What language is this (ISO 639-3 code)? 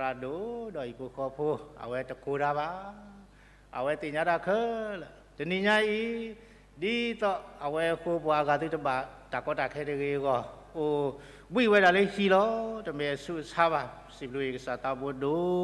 ksw